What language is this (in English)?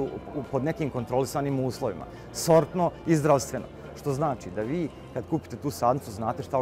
Serbian